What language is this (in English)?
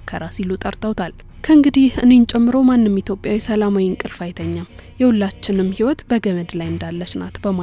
Amharic